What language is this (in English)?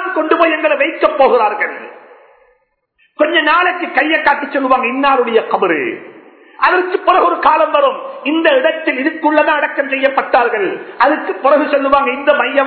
Tamil